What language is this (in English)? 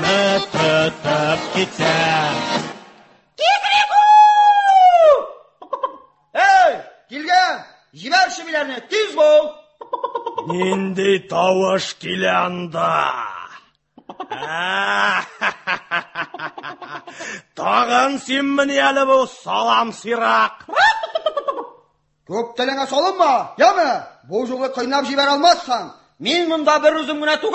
Tatar